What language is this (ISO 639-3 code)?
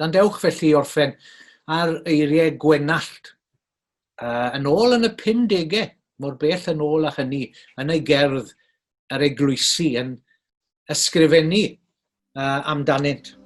cym